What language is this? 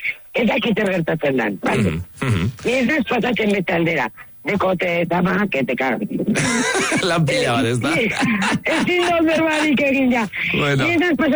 Basque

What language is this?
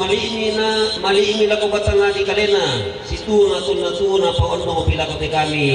Toraja-Sa'dan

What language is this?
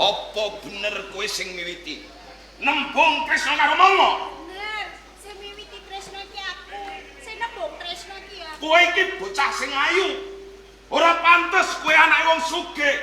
Javanese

